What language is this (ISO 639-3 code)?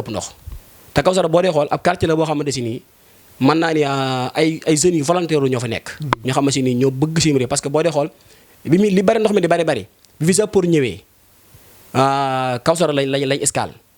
wol